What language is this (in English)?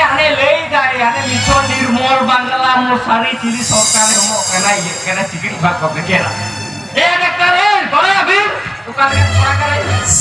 Santali